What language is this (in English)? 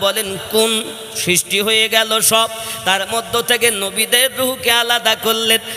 Bangla